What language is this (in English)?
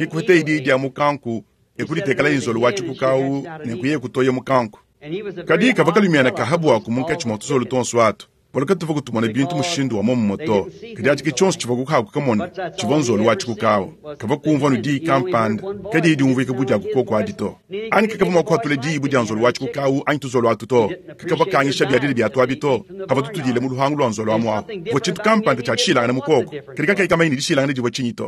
Luba-Lulua